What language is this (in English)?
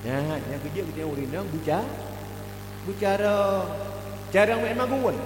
Achinese